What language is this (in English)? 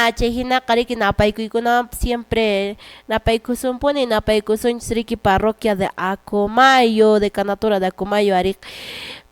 Quechua